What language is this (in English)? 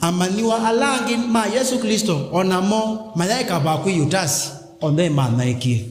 Kamba